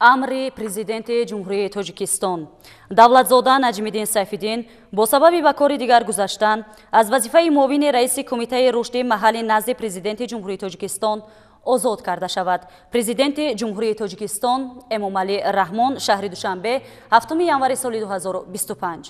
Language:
Tajik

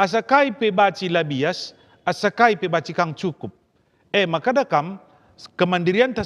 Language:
Batak Karo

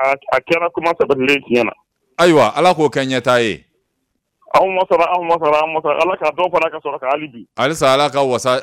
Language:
Bambara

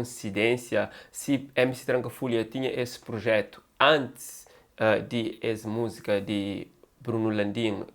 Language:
Kabuverdianu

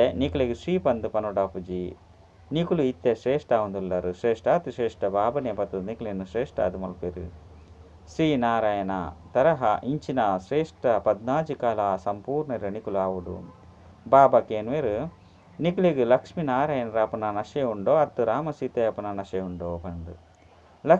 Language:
Tulu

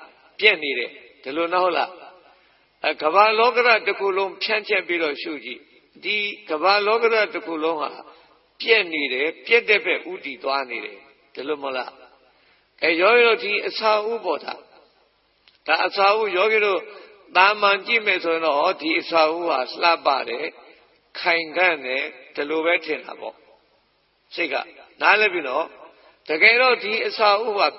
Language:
Burmese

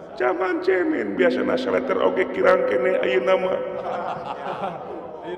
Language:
Sundanese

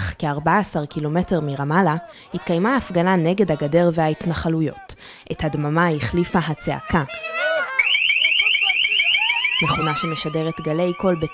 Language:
Hebrew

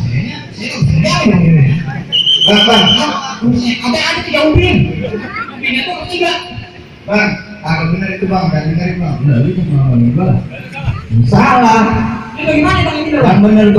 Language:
Betawi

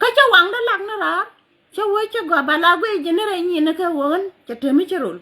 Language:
Nuer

